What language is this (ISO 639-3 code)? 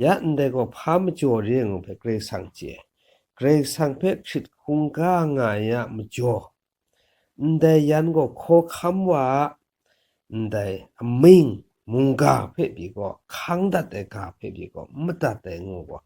kac